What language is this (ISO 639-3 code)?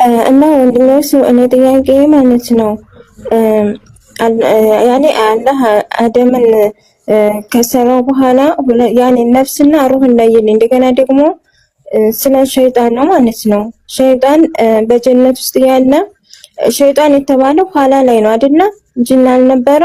amh